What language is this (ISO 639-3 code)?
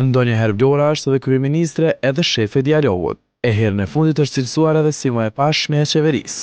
sqi